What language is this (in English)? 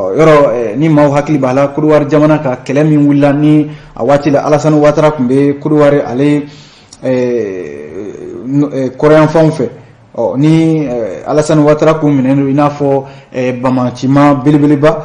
Bambara